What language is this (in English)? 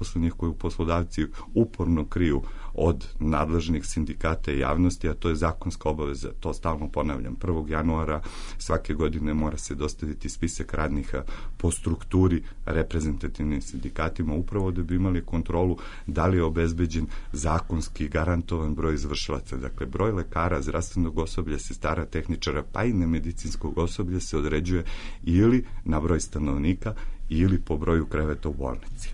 Serbian